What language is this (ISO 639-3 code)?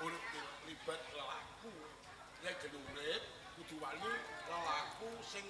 jav